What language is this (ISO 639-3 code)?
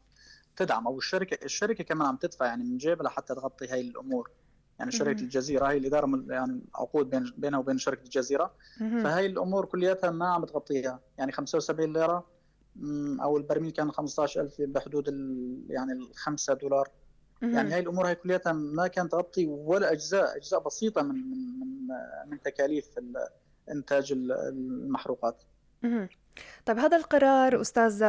apc